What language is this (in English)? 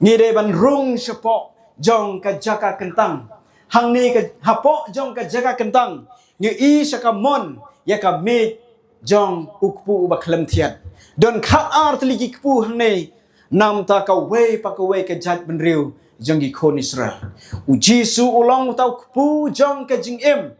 Khasi